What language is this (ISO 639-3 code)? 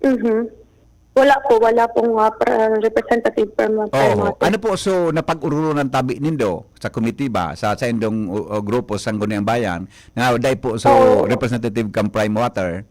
bik